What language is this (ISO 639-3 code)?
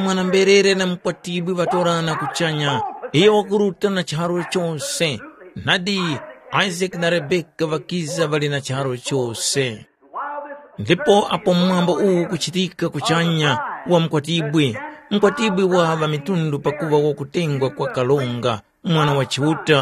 tum